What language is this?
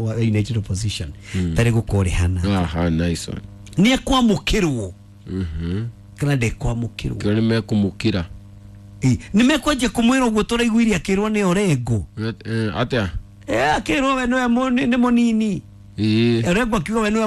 Kikuyu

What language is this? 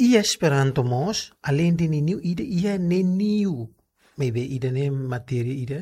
Tetum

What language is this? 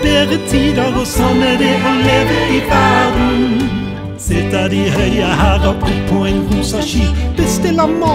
Norwegian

